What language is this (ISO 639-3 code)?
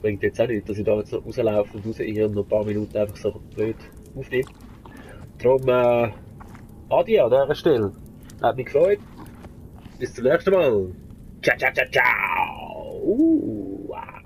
gsw